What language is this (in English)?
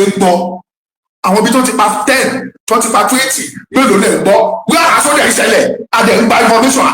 Yoruba